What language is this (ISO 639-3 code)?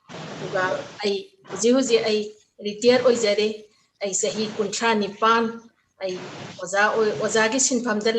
mni